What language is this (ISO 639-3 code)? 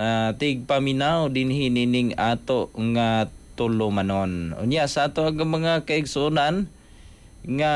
ceb